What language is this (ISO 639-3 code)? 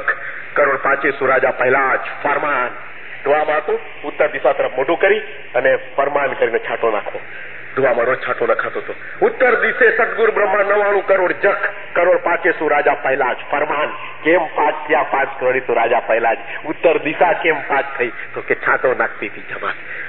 guj